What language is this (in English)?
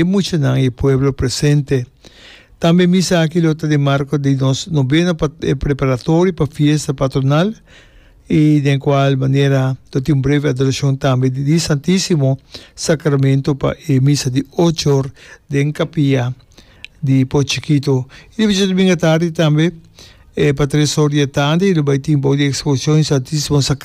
Papiamento